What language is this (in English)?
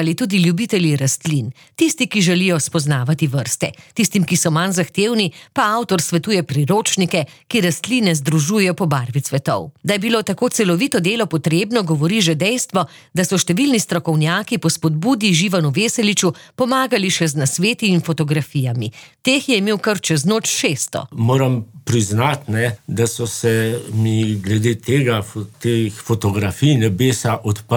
Slovenian